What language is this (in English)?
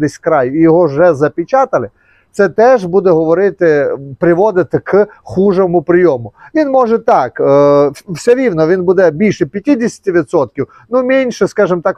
Ukrainian